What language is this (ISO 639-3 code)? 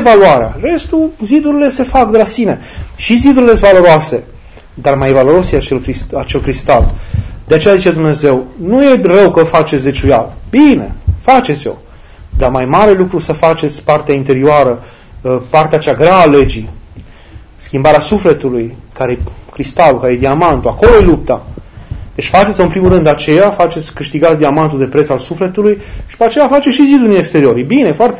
ron